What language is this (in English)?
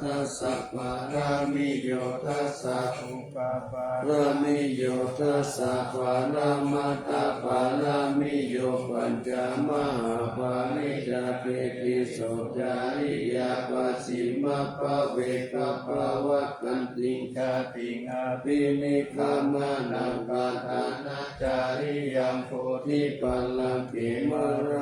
Pali